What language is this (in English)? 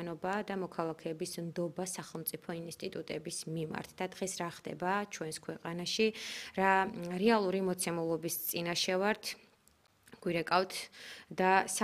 Georgian